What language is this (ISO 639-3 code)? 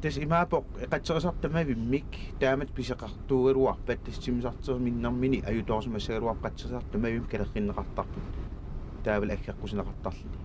kal